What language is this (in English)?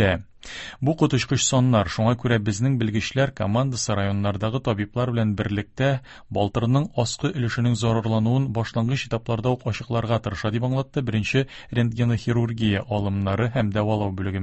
Tatar